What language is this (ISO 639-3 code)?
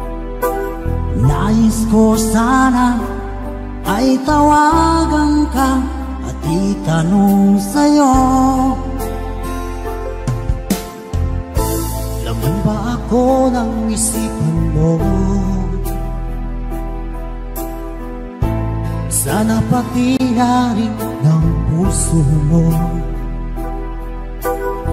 fil